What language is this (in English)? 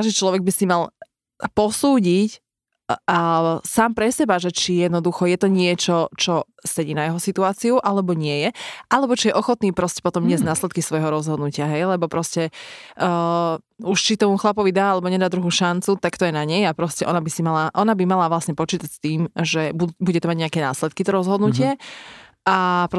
Slovak